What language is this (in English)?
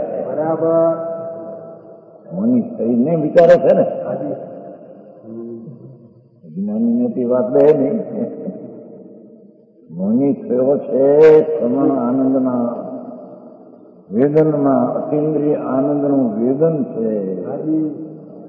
Gujarati